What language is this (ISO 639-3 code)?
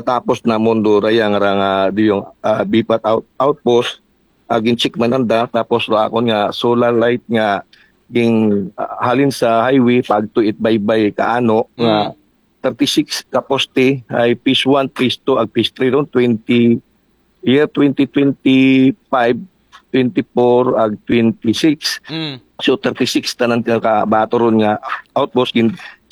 akl